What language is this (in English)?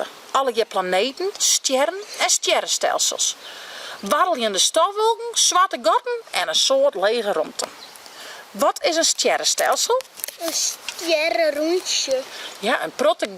Western Frisian